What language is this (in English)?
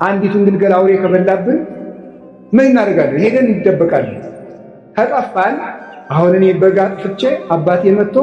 Amharic